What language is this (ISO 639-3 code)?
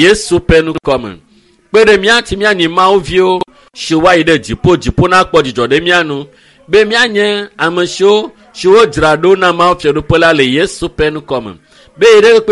ewe